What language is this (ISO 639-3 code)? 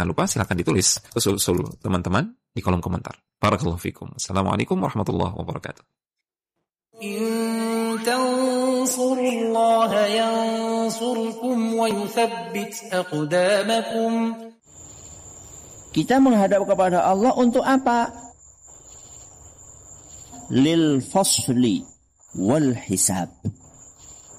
ind